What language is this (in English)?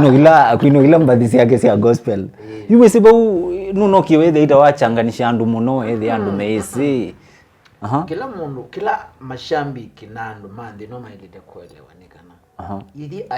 Kamba